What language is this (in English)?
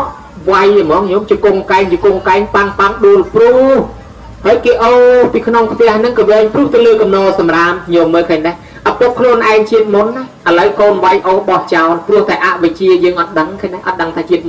Khmer